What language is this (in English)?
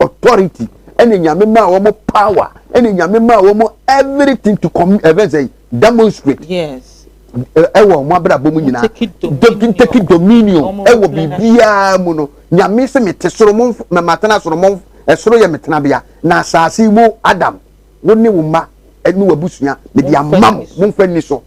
Akan